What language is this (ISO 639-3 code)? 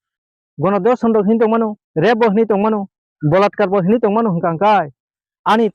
trp